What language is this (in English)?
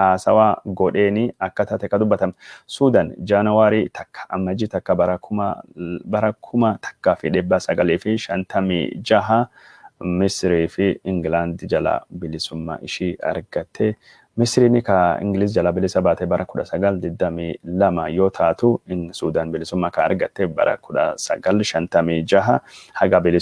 Oromo